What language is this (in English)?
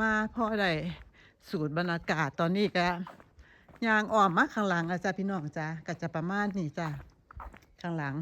Lao